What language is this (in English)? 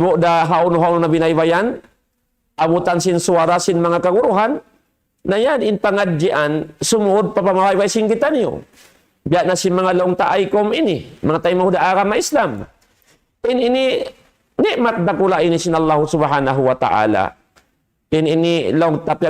Tausug